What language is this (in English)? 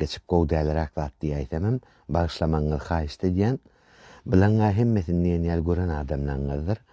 Turkmen